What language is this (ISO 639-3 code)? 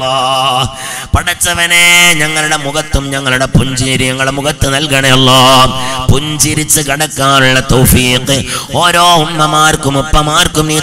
mal